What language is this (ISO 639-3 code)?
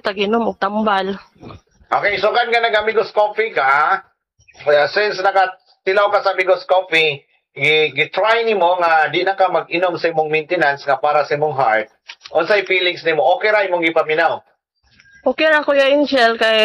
ceb